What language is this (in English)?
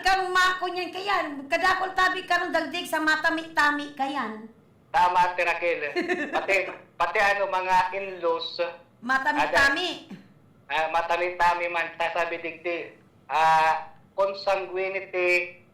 Bikol